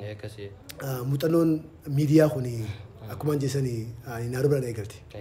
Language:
Oromo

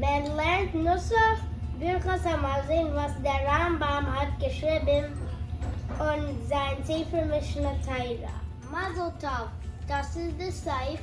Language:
Yiddish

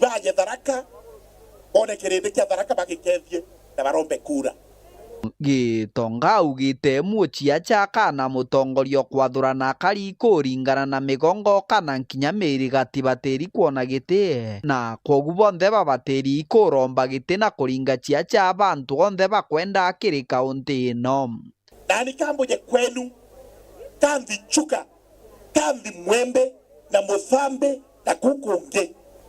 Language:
Meru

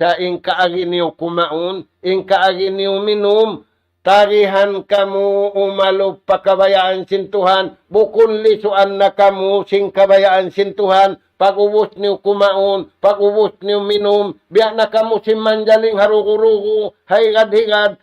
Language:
Tausug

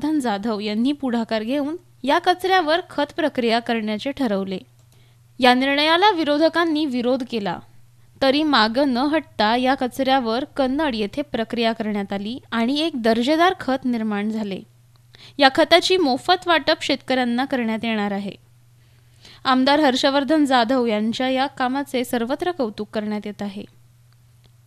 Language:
Marathi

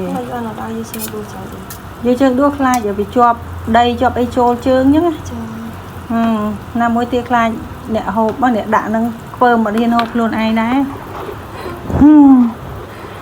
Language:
Khmer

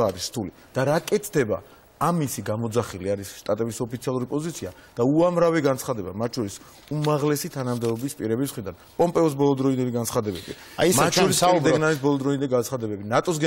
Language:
Georgian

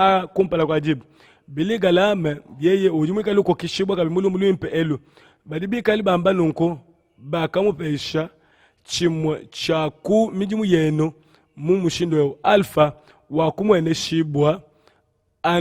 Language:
Luba-Lulua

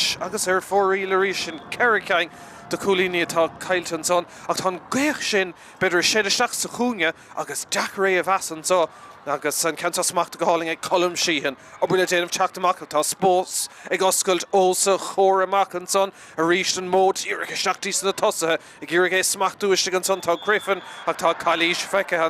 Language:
Irish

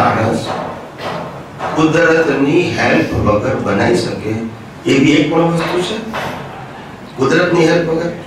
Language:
Gujarati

